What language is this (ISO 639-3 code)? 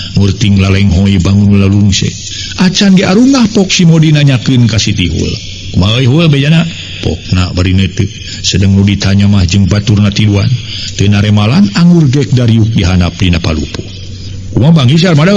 sun